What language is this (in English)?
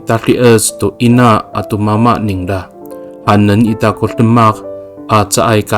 Amis